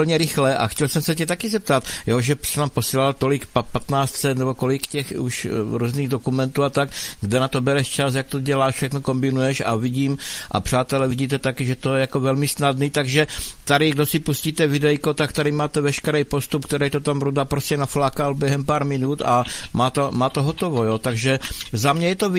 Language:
Czech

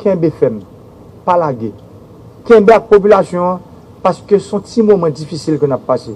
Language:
Haitian Creole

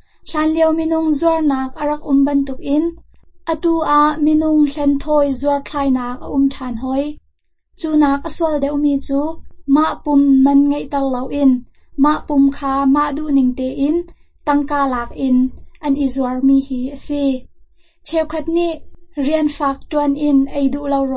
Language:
Hakha Chin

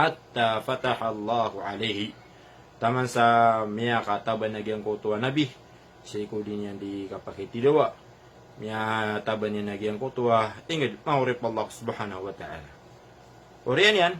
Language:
Maranao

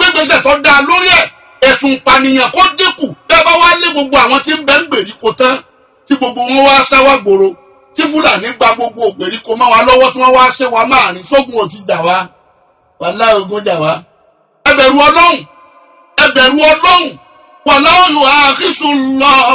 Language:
Yoruba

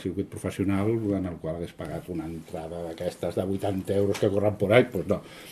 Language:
Catalan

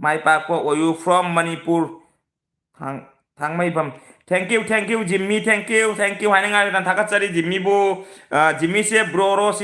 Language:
Manipuri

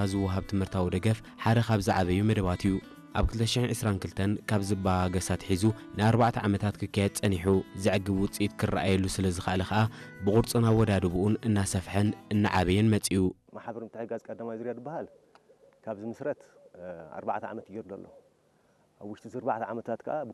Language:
Tigrinya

